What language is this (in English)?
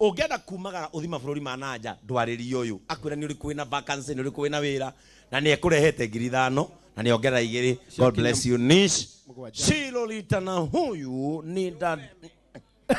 Kikuyu